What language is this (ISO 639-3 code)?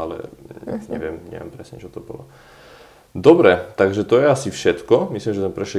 slk